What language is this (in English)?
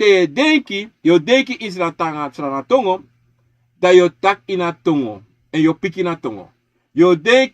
Sranan Tongo